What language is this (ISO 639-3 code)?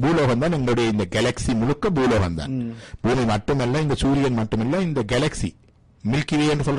tam